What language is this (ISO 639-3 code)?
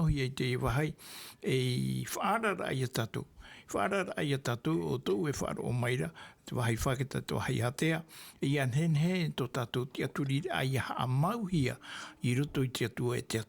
tah